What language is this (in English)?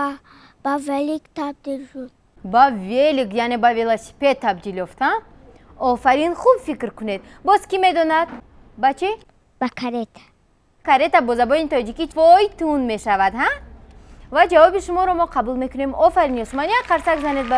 Tajik